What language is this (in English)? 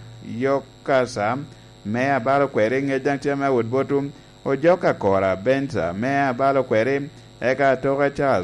Lango (Uganda)